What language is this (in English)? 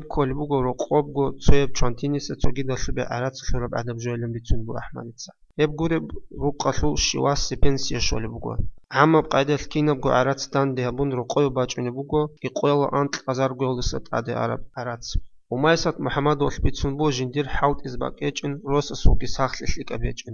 Avaric